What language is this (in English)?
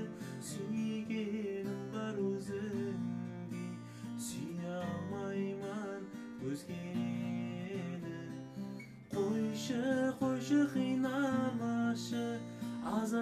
Kazakh